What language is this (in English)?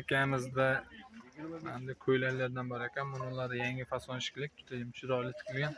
Uzbek